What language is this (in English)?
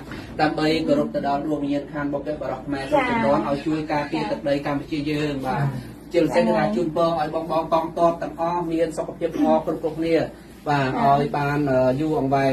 Khmer